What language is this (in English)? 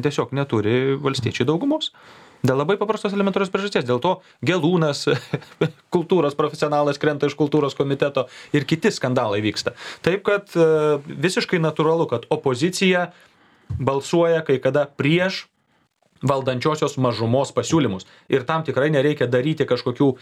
Lithuanian